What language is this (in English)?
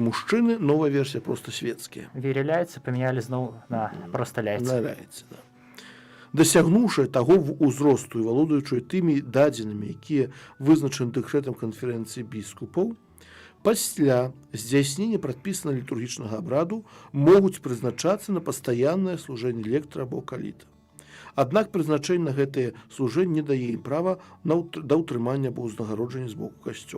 Belarusian